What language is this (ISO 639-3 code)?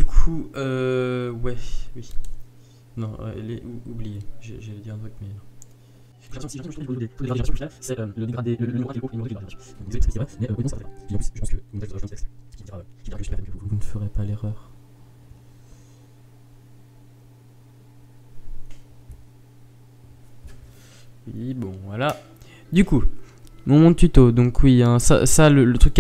fra